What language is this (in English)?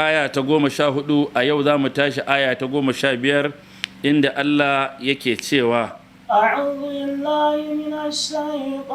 Hausa